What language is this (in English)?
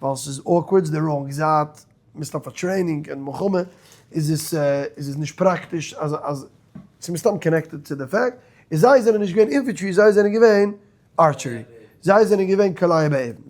Yiddish